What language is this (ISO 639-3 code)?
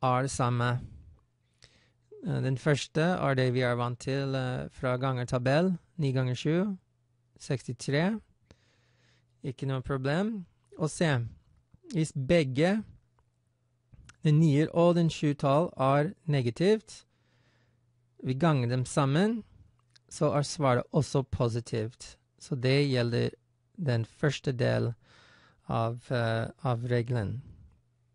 nor